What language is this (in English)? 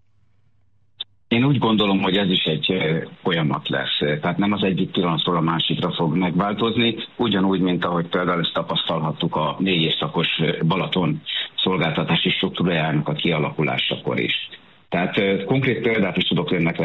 Hungarian